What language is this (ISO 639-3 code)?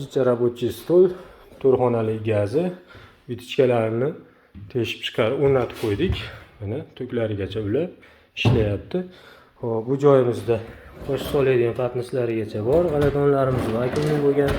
uzb